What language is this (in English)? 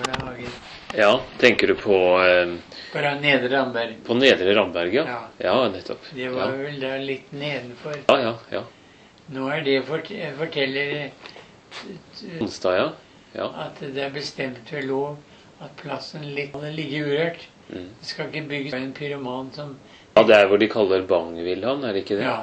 Norwegian